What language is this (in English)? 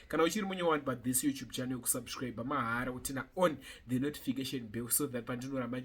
Shona